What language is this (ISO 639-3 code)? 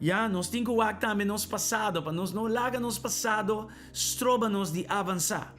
pap